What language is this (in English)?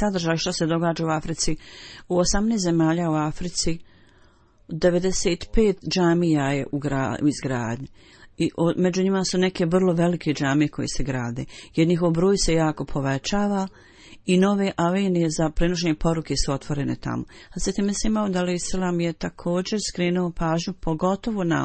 Bosnian